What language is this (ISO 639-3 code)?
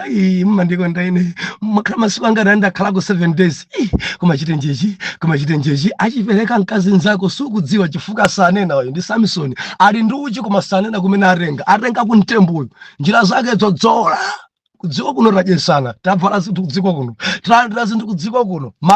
nya